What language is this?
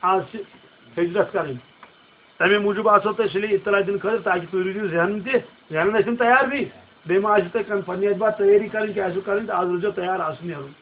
Kashmiri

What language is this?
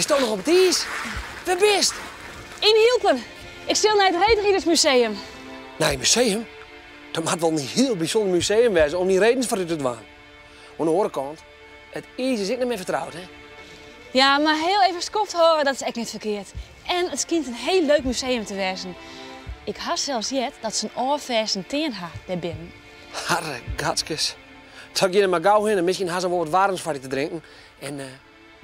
Western Frisian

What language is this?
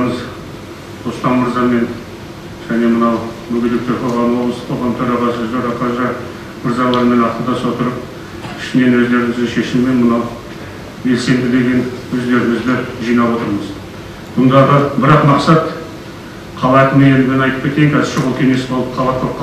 Kazakh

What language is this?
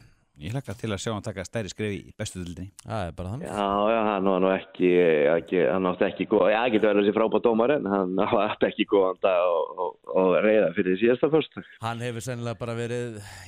Icelandic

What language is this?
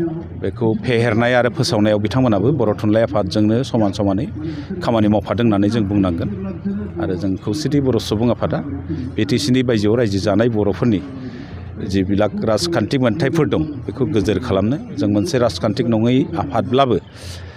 Bodo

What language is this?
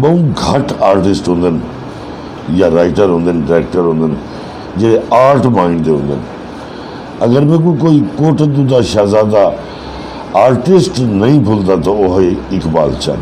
Saraiki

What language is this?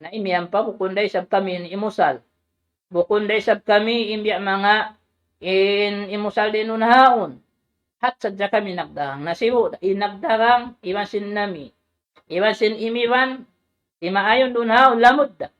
Tausug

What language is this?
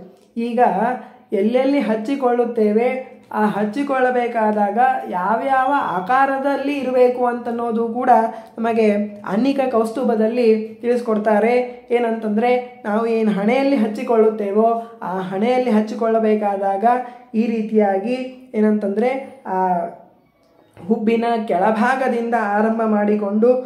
Kannada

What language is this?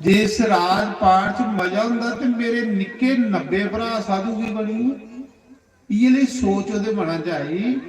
Dogri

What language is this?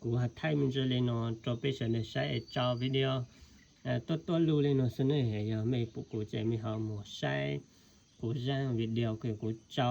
Hmong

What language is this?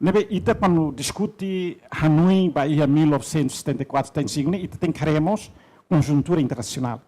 Tetum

